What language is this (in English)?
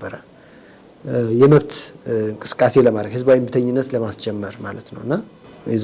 Amharic